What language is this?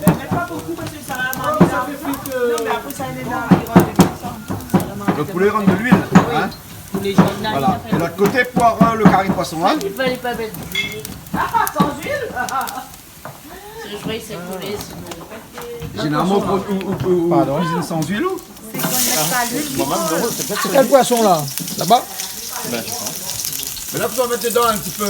Réunion Creole French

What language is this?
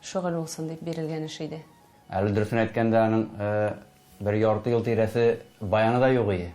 Tatar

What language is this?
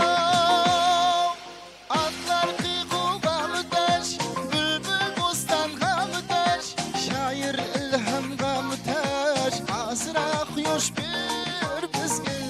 Kara-Kalpak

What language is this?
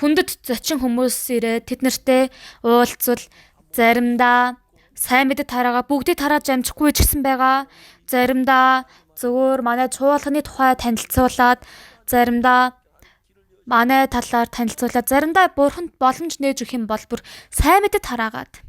Mongolian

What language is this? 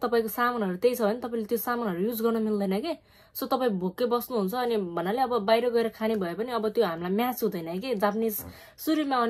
Nepali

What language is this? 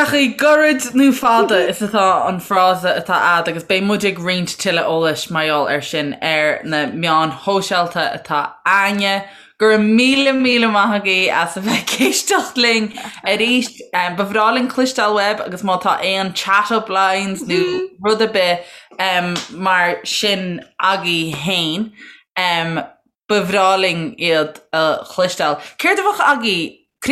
Irish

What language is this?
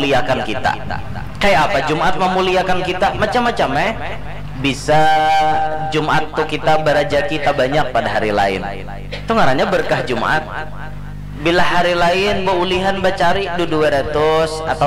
Banjar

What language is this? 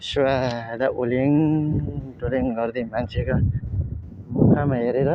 Nepali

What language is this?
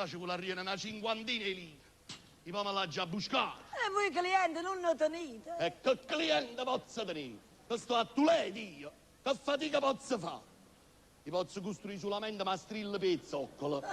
Neapolitan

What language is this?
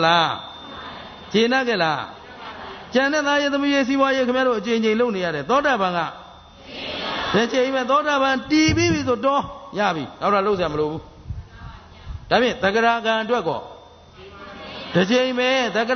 Burmese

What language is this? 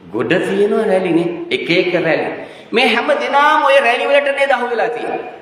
Sinhala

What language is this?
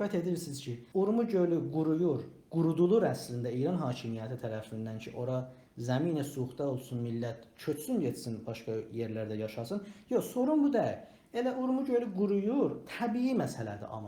South Azerbaijani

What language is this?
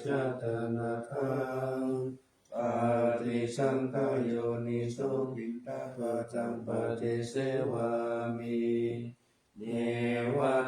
Pali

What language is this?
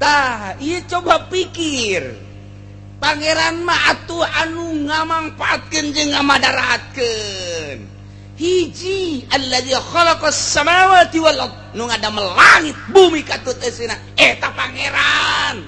Sundanese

